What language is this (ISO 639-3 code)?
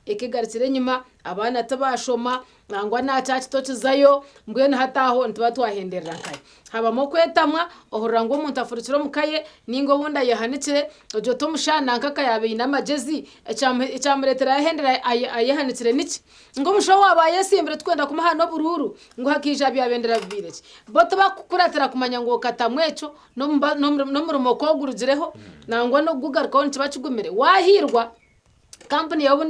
nyn